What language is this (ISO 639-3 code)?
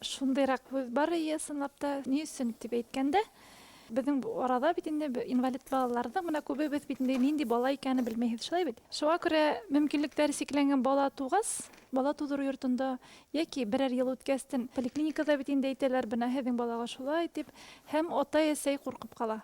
bak